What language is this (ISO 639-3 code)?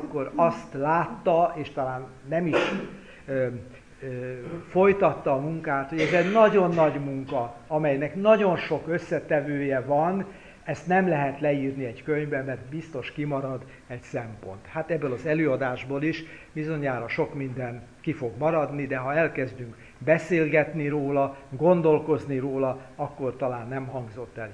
hun